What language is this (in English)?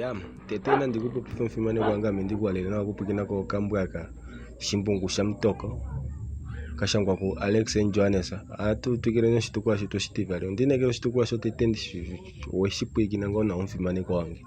Kuanyama